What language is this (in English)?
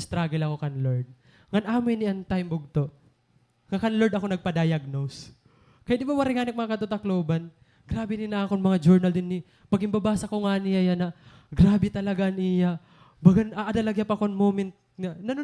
Waray